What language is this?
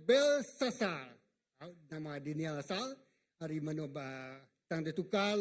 Iban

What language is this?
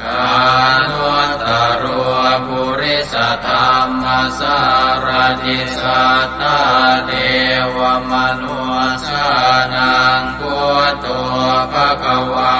Pali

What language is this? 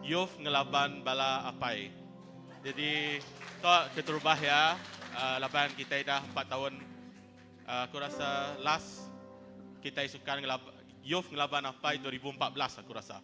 Iban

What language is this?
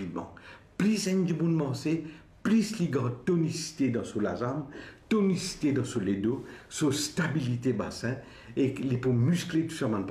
Morisyen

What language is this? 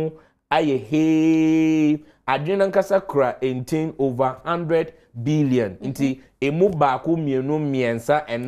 Akan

